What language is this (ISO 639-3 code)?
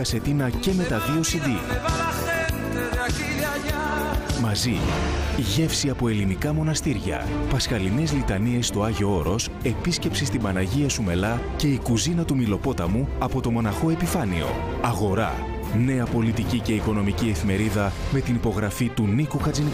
ell